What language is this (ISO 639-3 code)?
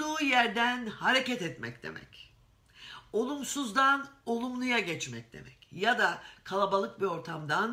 tur